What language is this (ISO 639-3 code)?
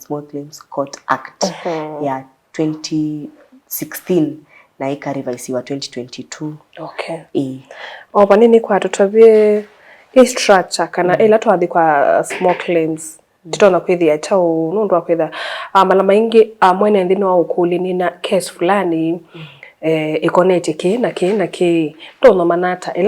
kam